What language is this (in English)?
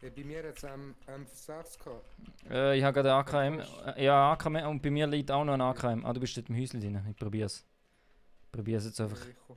Swiss German